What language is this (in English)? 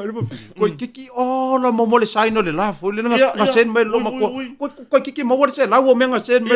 Samoan